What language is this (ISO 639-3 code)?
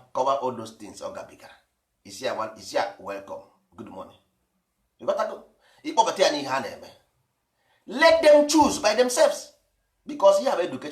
ibo